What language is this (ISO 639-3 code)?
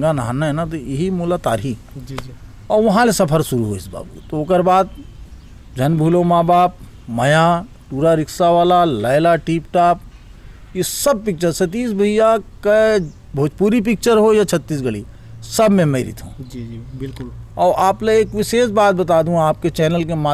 hne